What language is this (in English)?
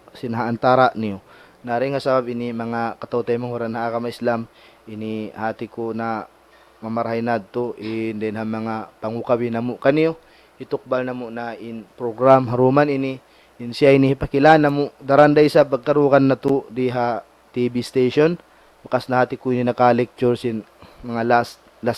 Tausug